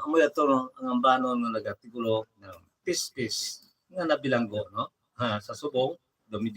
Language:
Hiligaynon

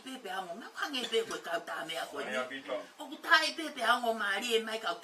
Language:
Tongan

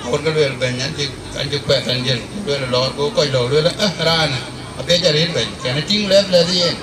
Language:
Dinka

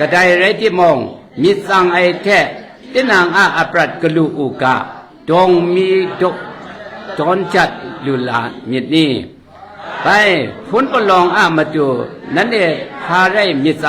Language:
Kachin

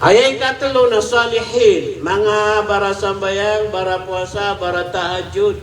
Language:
Maranao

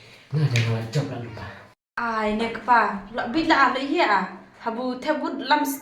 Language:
Khasi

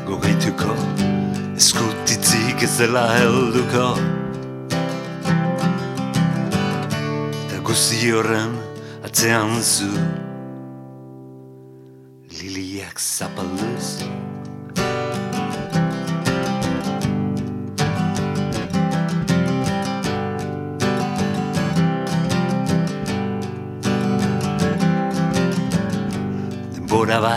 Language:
Basque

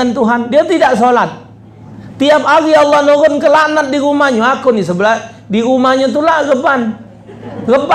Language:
Musi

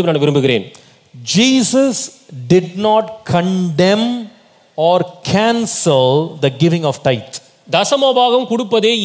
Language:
Tamil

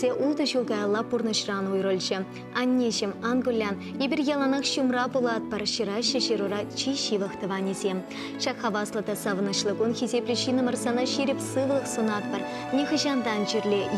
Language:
Chuvash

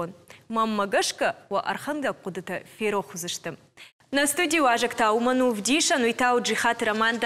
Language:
Ossetic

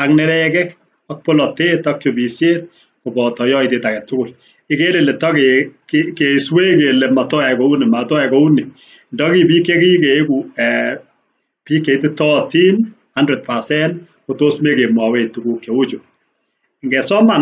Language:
Kalenjin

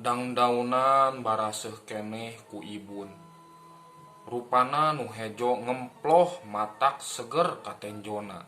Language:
Sundanese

